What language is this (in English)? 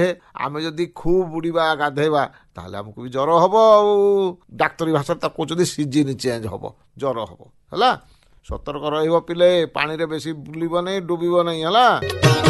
Odia